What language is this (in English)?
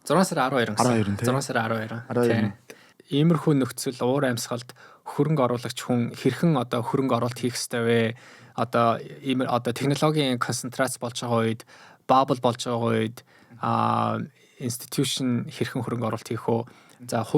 Mongolian